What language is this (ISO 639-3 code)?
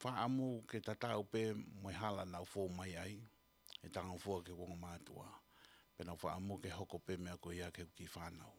ton